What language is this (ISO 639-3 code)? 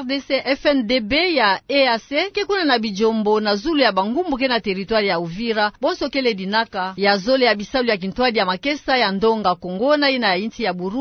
ktu